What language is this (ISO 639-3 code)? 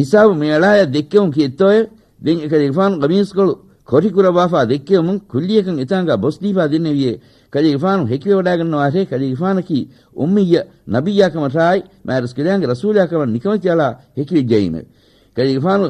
div